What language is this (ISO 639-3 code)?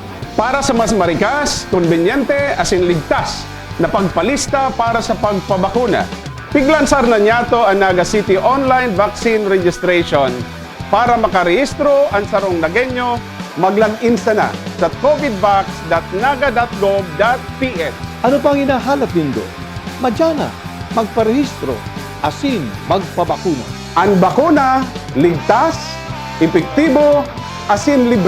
bik